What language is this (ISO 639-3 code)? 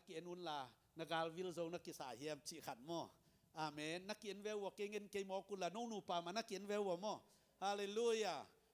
ctd